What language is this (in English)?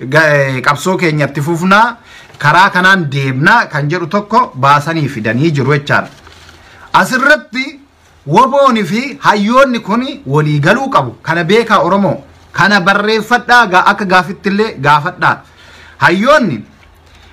Oromo